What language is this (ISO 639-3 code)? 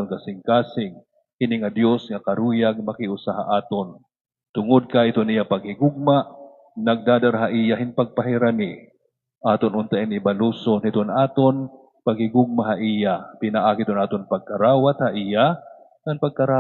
war